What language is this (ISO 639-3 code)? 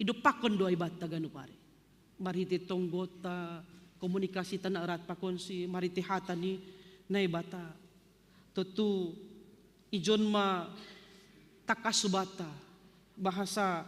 bts